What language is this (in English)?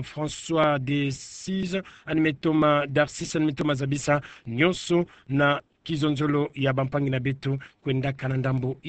Kituba (Democratic Republic of Congo)